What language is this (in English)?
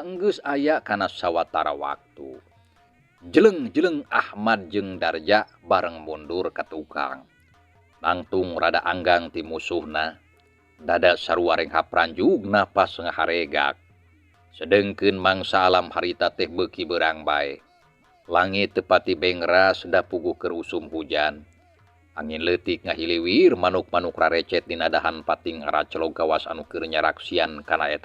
Sundanese